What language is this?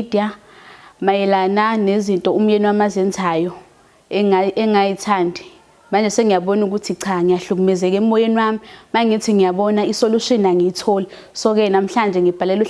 Zulu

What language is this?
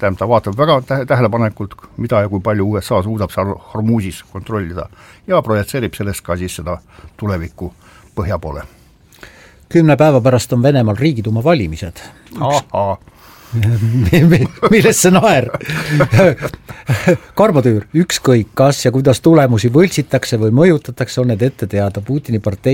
Estonian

